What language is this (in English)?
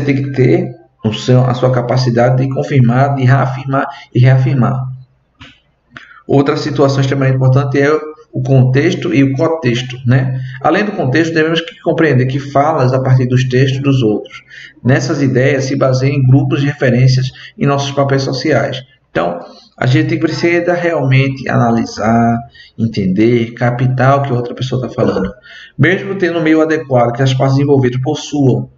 Portuguese